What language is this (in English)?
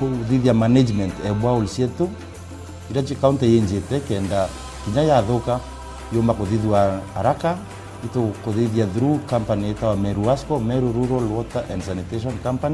Meru